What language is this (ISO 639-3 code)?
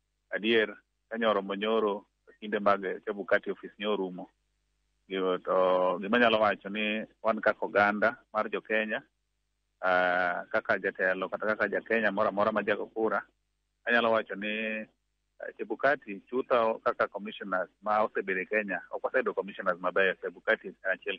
luo